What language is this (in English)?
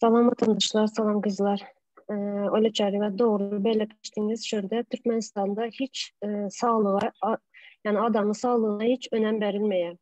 Turkmen